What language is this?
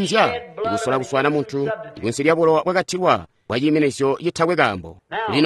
Tonga (Zambia)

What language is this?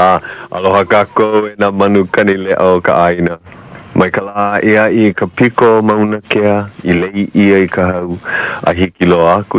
Hawaiian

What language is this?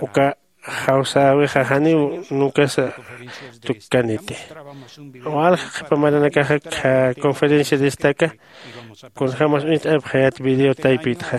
Aymara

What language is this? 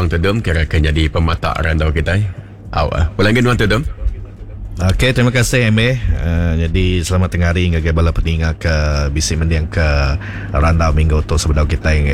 Iban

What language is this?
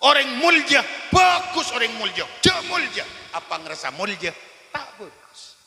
Madurese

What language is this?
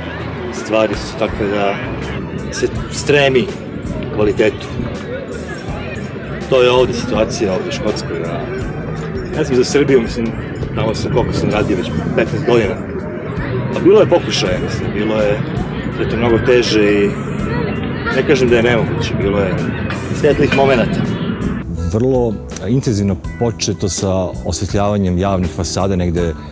Serbian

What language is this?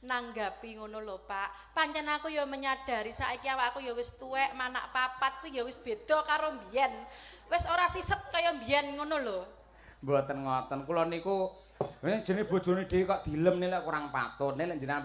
Javanese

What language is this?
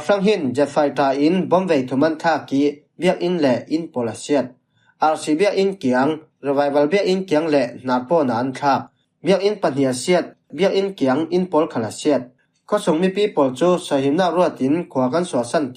Falam Chin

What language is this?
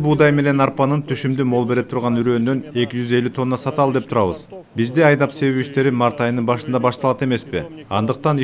Kyrgyz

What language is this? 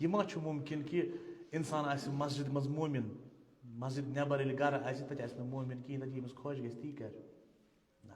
Kashmiri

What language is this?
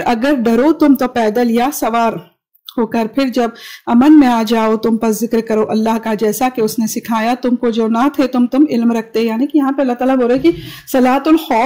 Urdu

